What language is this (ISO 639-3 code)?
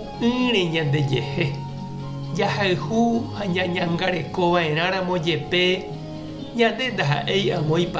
grn